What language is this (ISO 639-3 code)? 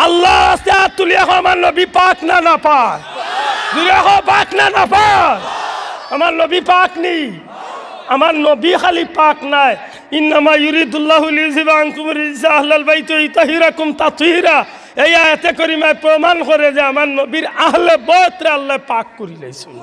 syl